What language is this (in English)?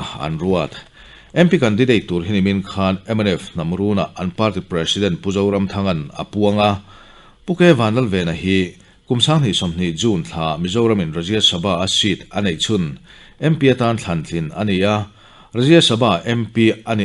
Mizo